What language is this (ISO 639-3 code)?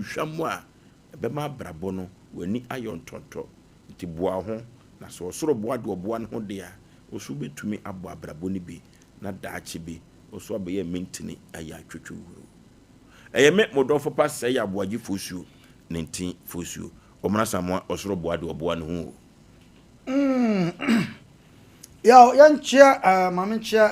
aka